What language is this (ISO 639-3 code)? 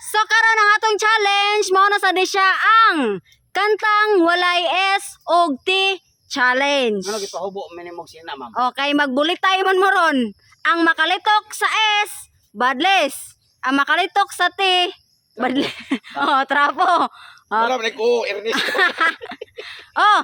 ceb